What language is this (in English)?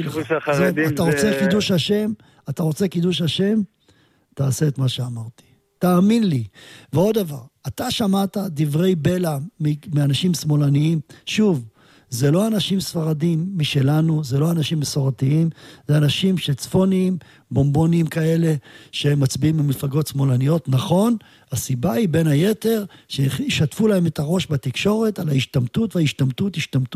Hebrew